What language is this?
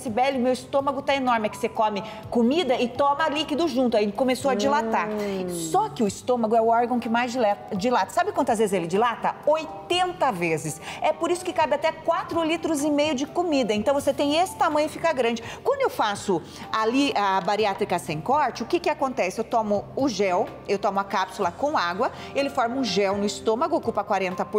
Portuguese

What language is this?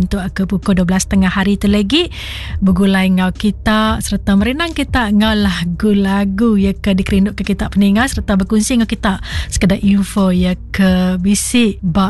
Iban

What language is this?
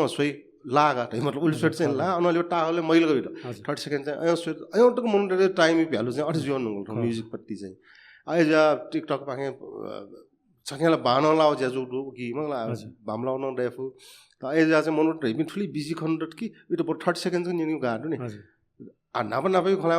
Newari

